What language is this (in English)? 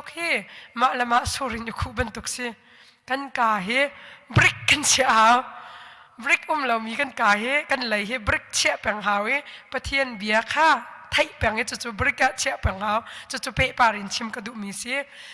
Hakha Chin